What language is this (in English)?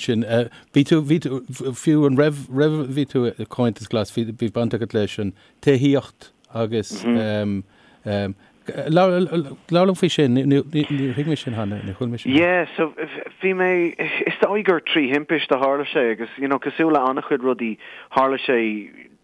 Irish